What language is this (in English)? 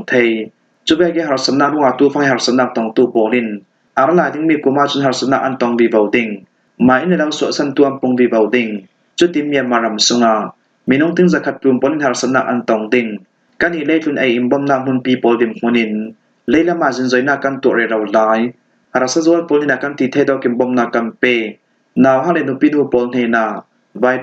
Falam Chin